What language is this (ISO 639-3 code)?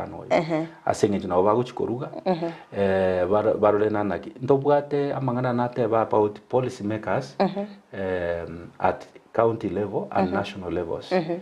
guz